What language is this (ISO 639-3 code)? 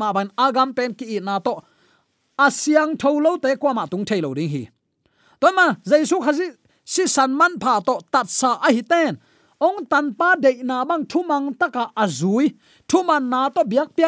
ctd